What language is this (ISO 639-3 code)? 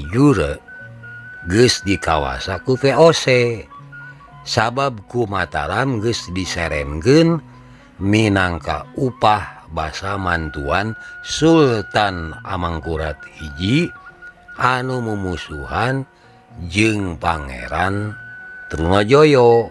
sun